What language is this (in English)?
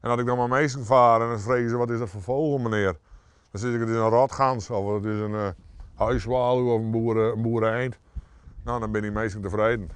Western Frisian